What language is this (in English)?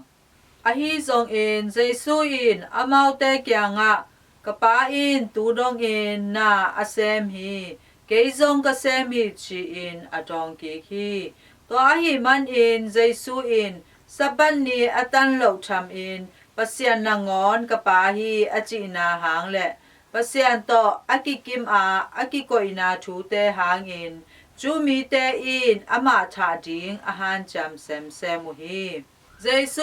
Tedim Chin